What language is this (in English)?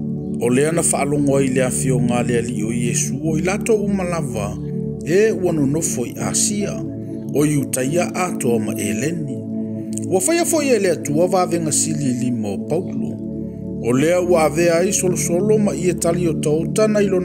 Samoan